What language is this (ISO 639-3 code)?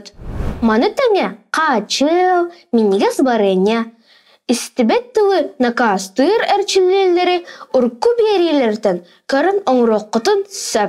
sah